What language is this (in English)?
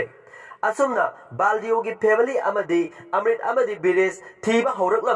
Manipuri